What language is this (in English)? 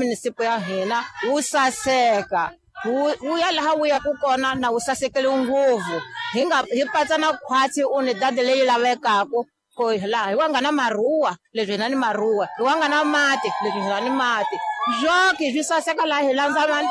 Tsonga